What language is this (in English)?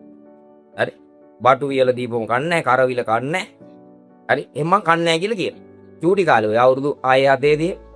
Sinhala